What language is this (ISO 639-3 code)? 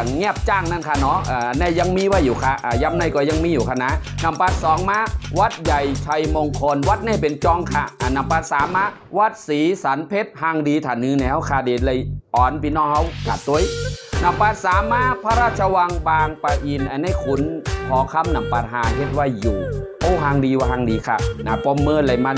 shn